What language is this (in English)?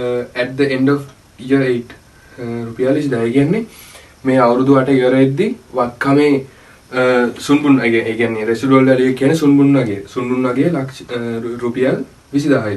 Sinhala